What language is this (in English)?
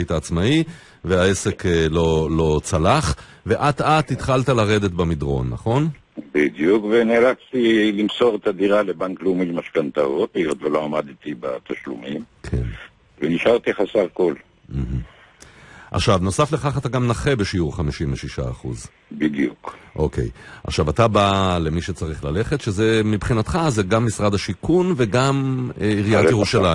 Hebrew